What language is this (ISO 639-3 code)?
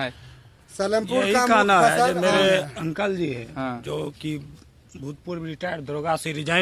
mag